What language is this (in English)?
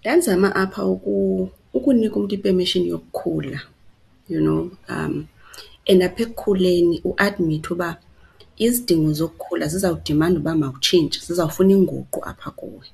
Xhosa